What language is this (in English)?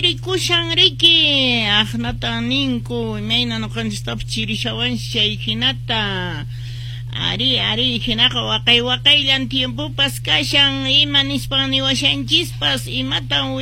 Quechua